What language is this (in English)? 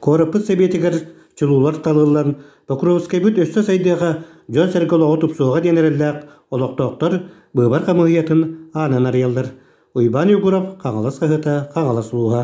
Yakut